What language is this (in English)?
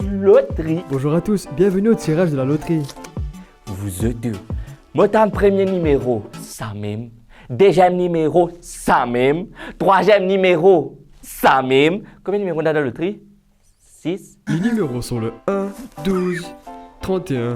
Morisyen